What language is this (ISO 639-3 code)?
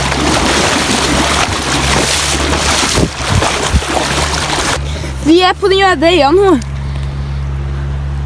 nor